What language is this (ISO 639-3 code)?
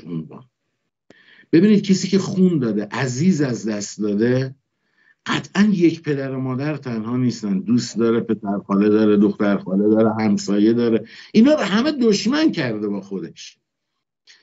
fas